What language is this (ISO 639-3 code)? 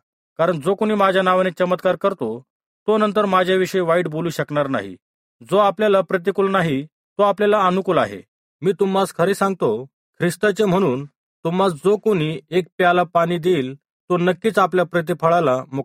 mar